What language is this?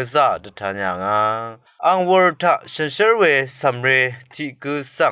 Rawang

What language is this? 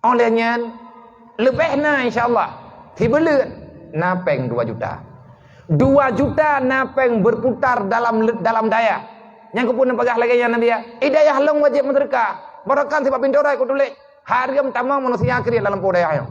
Achinese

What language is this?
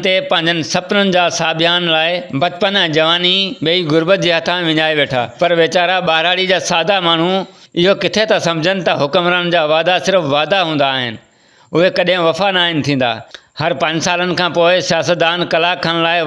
Sindhi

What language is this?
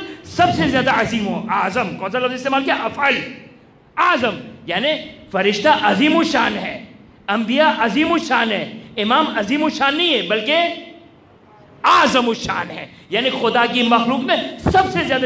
Urdu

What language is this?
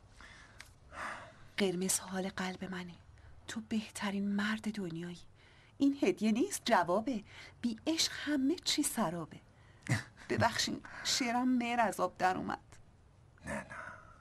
Persian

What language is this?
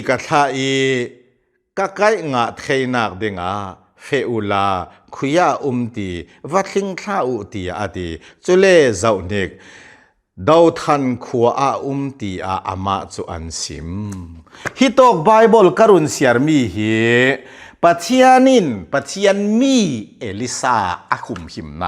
Hakha Chin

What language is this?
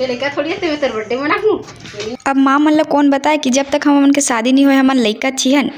Chhattisgarhi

